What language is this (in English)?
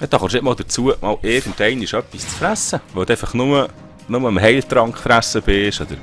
Swiss German